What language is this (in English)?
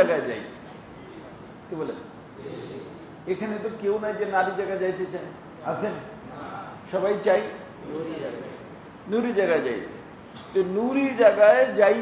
Bangla